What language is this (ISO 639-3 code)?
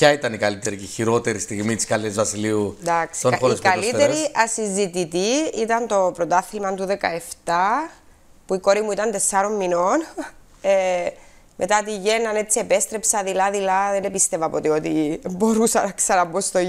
ell